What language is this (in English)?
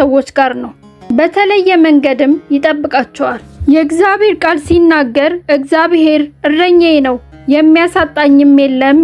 Amharic